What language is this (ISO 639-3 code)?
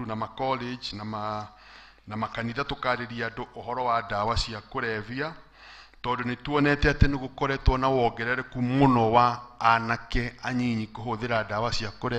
kik